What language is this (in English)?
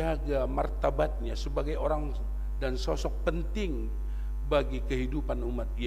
Batak Simalungun